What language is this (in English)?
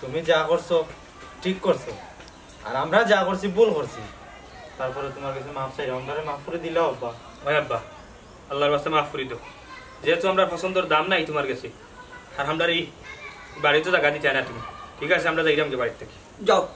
Sylheti